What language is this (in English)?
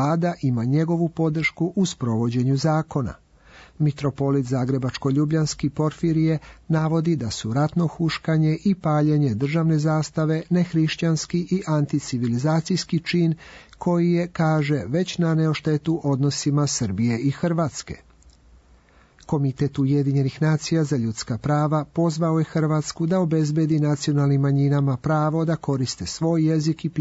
Serbian